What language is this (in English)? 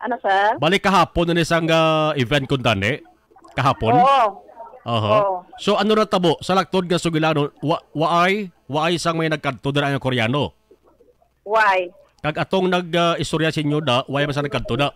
Hiligaynon